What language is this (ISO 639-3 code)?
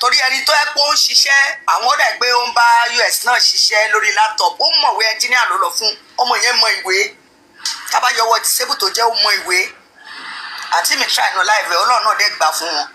yor